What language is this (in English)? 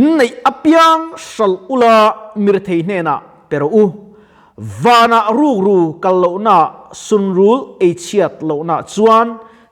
Mizo